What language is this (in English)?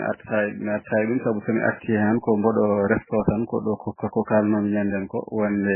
Fula